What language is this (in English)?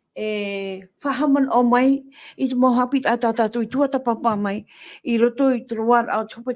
Tahitian